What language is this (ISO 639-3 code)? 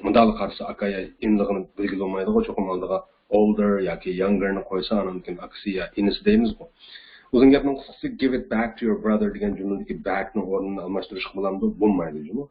uig